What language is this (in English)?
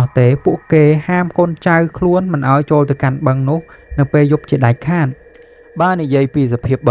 Khmer